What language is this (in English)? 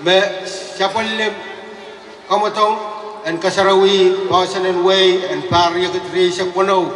Pohnpeian